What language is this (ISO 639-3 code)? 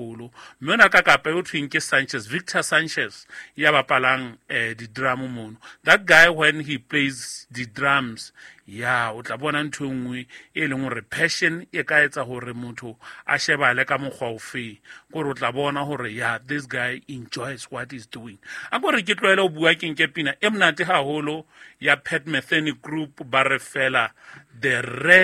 sot